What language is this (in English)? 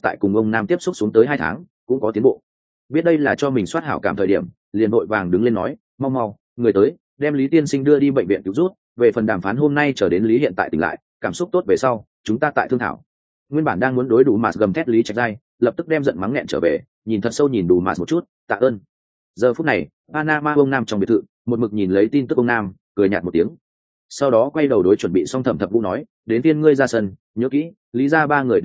Vietnamese